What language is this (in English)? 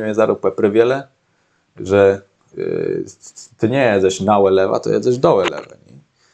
Kashubian